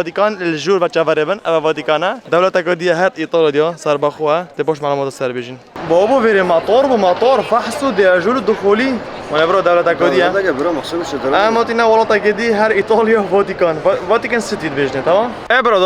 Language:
Kurdish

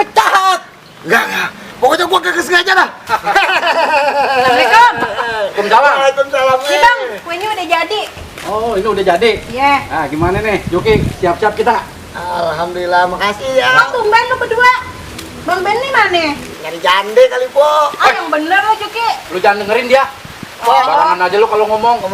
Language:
Betawi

